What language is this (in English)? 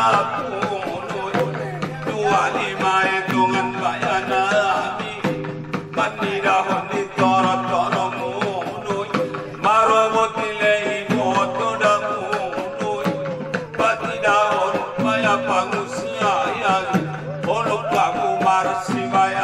Batak Angkola